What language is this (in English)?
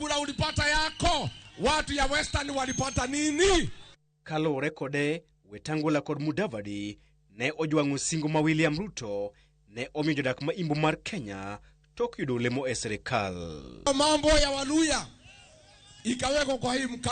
Luo (Kenya and Tanzania)